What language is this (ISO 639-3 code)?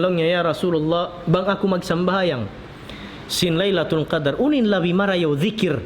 tsg